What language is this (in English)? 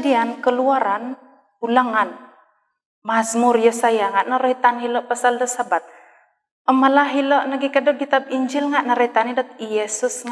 Central Dusun